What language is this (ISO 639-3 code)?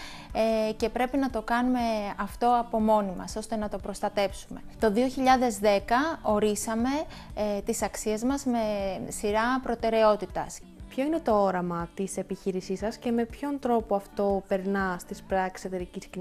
ell